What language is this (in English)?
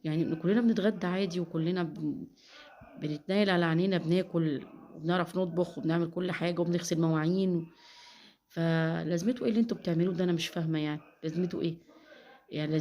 Egyptian Arabic